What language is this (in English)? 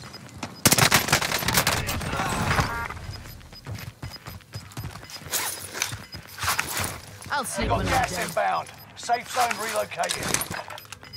English